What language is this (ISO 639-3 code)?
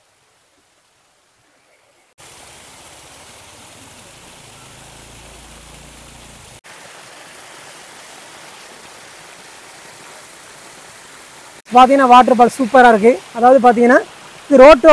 tam